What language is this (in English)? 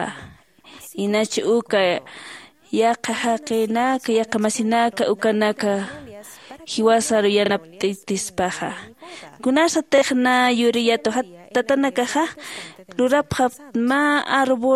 Aymara